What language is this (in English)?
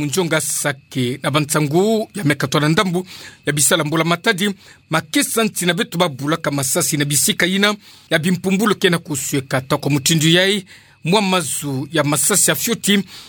Kituba (Democratic Republic of Congo)